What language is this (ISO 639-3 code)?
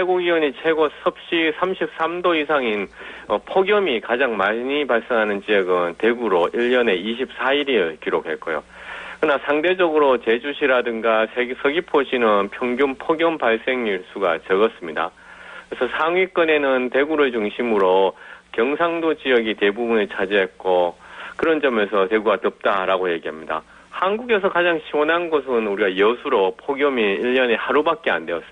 kor